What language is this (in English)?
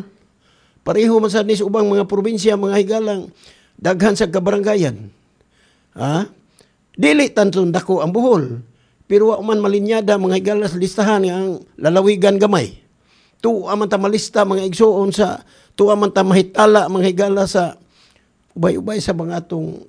Cebuano